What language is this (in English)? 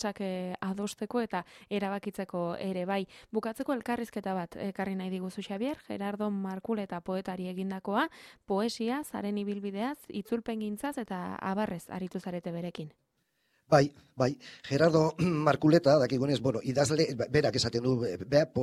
Basque